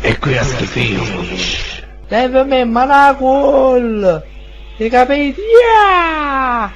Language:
Neapolitan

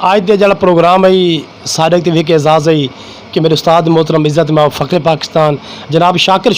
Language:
Saraiki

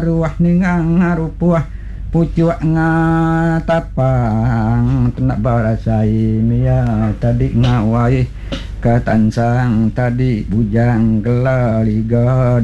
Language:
Iban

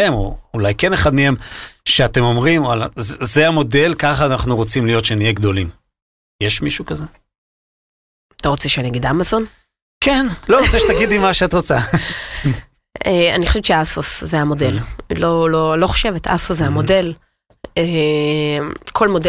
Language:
Hebrew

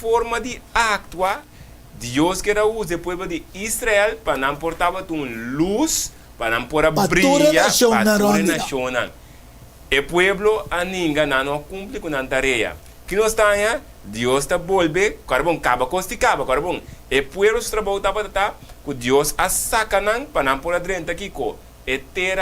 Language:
Papiamento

